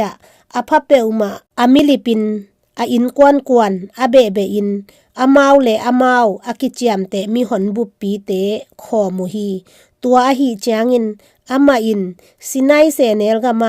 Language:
Tedim Chin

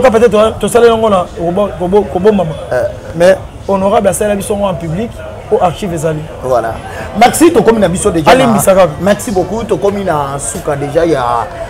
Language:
Lingala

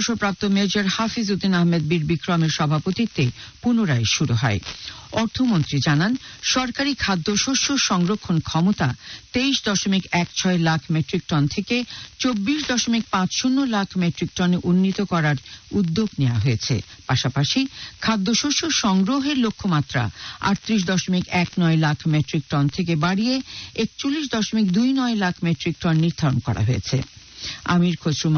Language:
Bangla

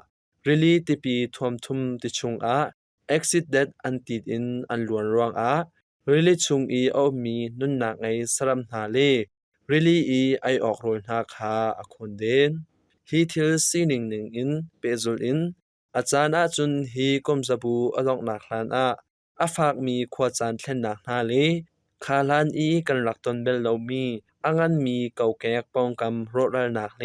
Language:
Hakha Chin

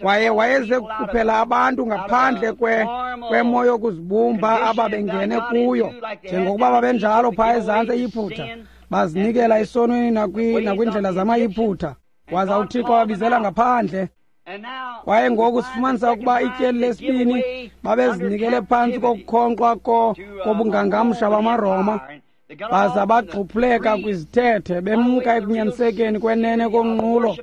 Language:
Xhosa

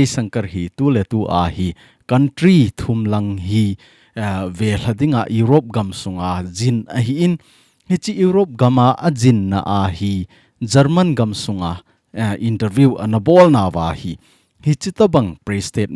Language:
Thado Chin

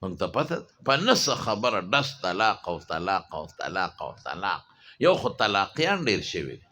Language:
Pashto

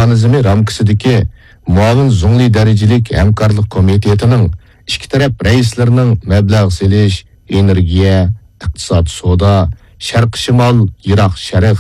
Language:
Uyghur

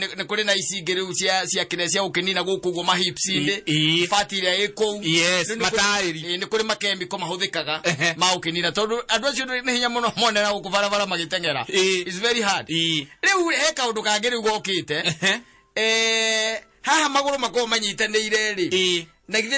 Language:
Kikuyu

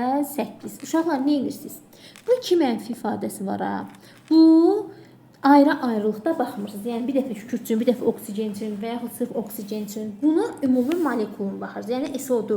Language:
Azerbaijani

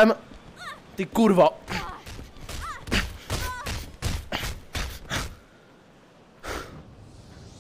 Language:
Czech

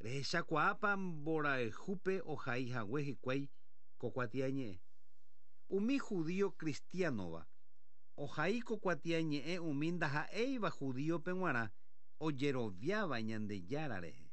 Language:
Guarani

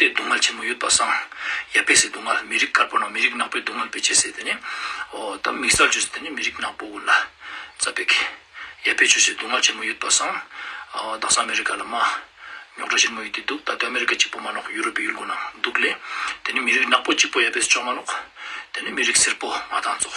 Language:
Ladakhi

